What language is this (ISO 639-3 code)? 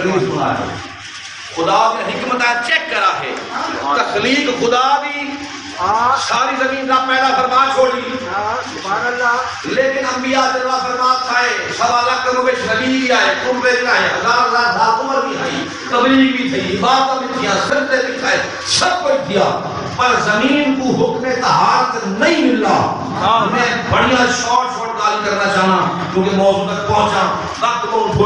skr